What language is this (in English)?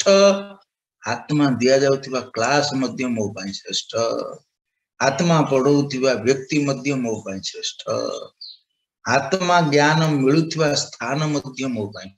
Odia